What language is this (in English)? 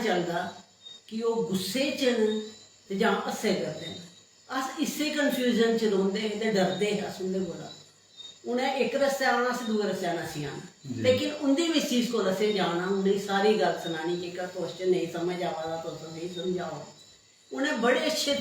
Dogri